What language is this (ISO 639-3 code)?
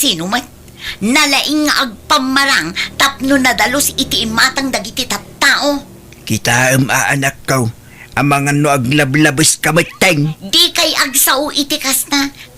ilo